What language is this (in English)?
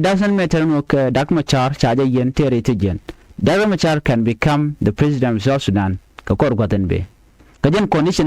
Nuer